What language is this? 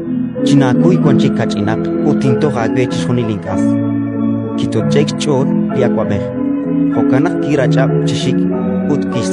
Kekchí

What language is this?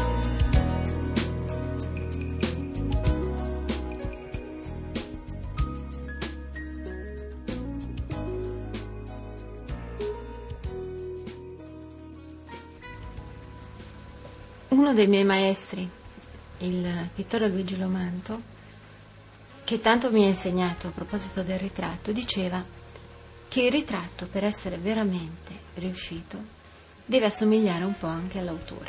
Italian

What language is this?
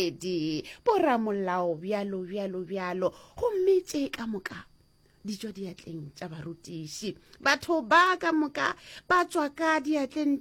Northern Sotho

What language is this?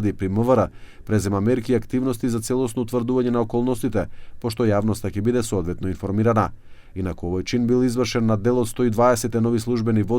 Macedonian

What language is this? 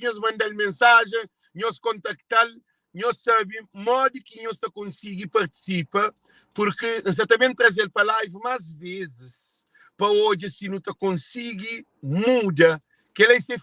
Kabuverdianu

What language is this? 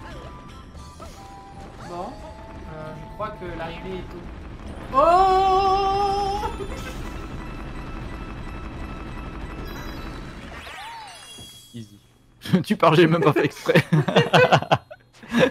French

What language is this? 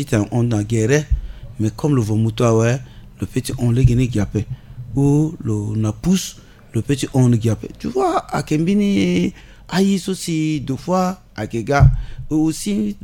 Sango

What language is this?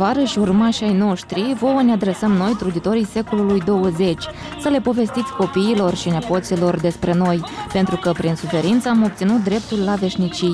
Romanian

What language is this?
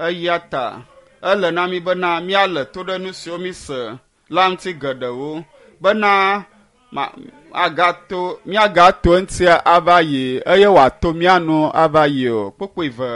Ewe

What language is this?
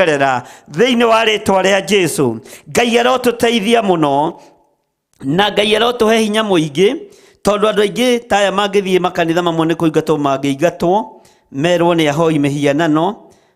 Kikuyu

